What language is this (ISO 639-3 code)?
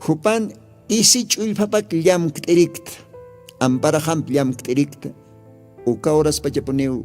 aym